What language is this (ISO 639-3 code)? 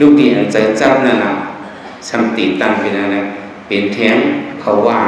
shn